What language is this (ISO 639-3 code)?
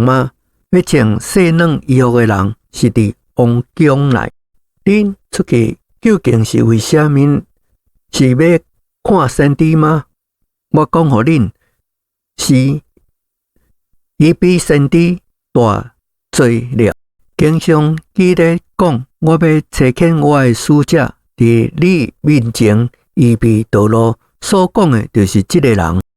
nan